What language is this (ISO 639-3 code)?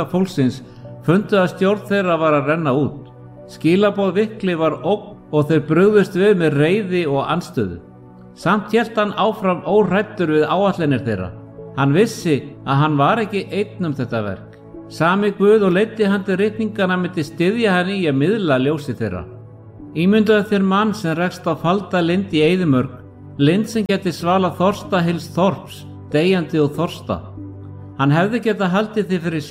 isl